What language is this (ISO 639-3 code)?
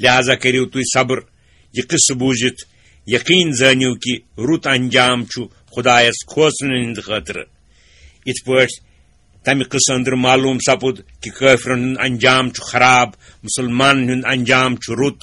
kas